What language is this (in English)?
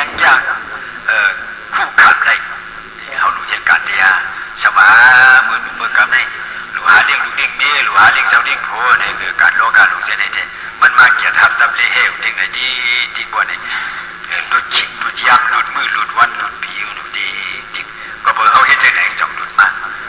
Shan